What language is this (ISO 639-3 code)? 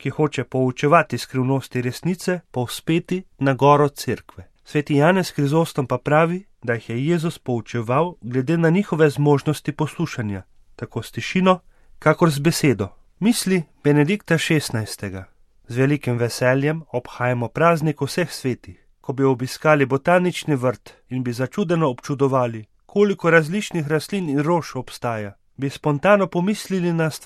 slv